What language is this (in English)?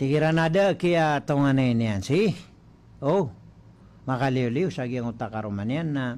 Maranao